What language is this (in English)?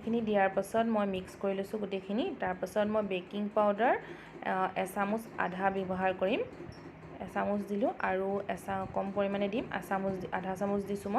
Assamese